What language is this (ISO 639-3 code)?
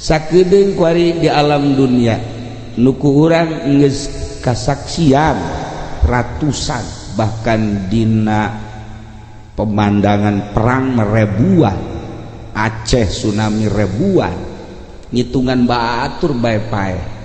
sun